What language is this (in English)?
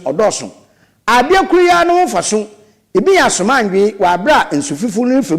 Akan